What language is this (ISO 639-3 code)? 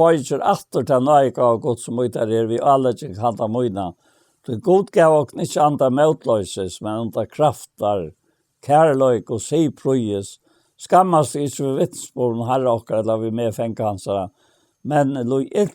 fao